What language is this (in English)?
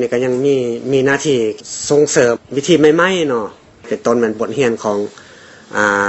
Lao